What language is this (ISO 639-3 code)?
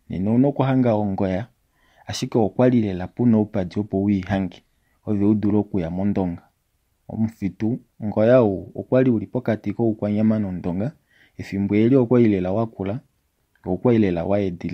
kua